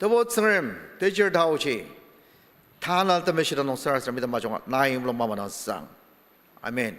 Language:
Ao Naga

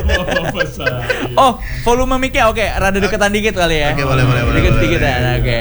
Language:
Indonesian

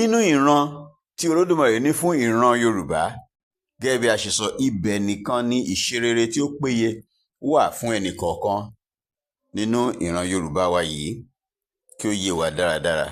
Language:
Yoruba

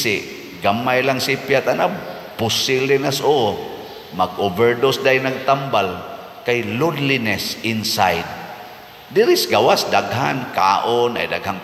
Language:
Cebuano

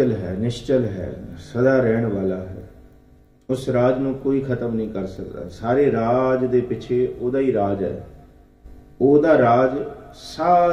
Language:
Punjabi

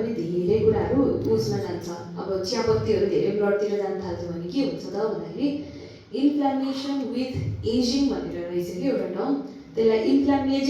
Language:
Nepali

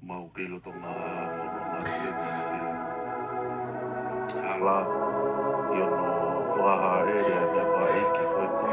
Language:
Tongan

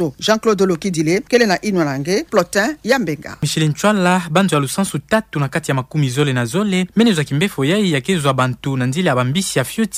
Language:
Kituba (Democratic Republic of Congo)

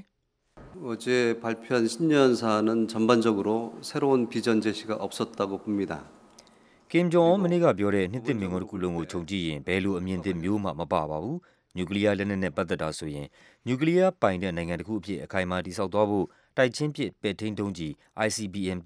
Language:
Burmese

